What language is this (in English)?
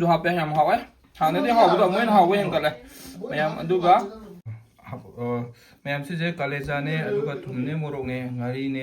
Manipuri